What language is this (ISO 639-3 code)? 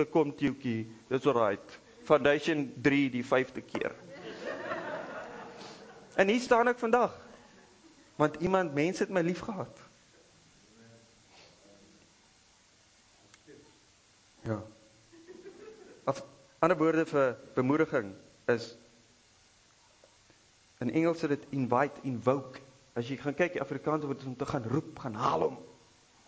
afr